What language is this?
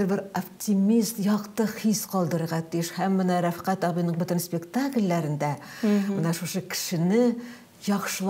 Tatar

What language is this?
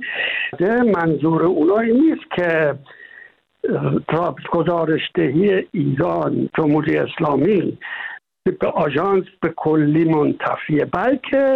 Persian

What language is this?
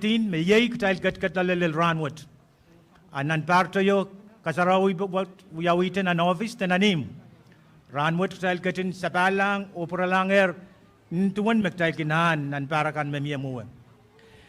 Pohnpeian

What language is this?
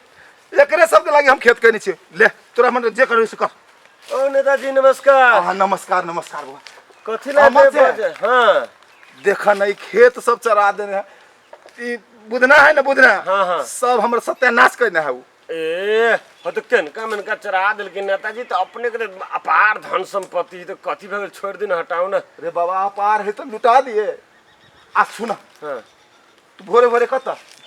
Maithili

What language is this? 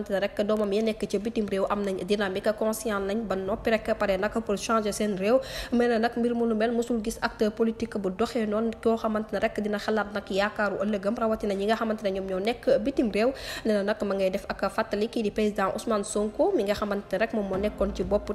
Wolof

